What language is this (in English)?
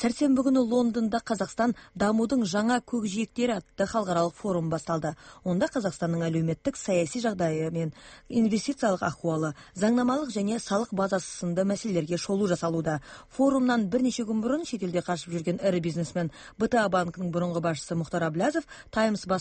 Kazakh